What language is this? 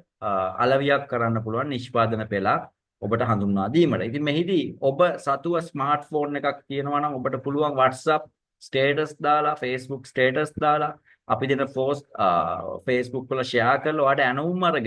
Sinhala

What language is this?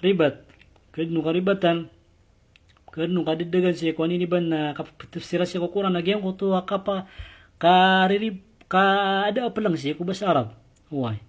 Maranao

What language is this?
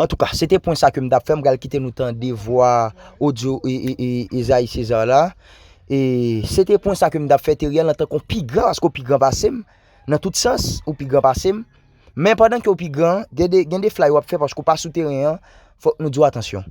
Haitian Creole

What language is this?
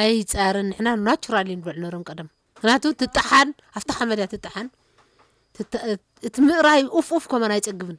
Tigrinya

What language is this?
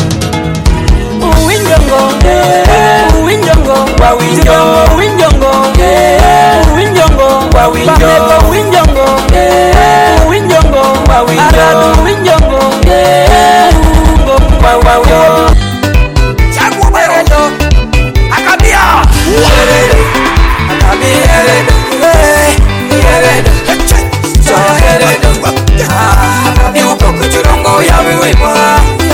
Swahili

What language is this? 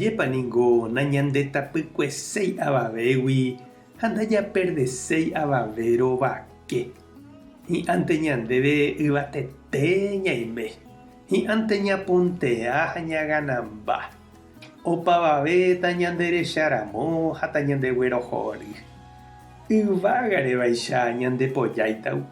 Guarani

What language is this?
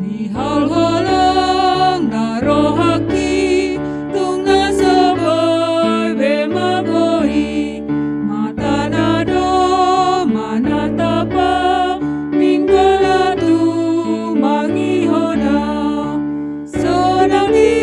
Batak Toba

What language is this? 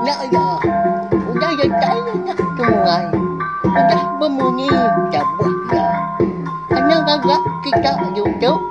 Iban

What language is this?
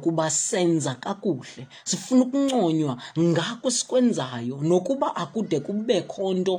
Xhosa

